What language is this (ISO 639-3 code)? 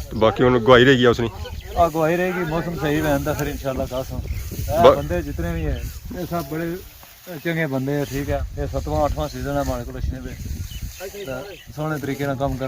phr